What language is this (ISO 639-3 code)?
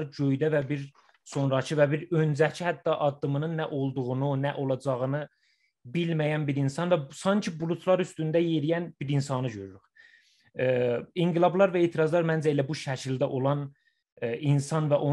azb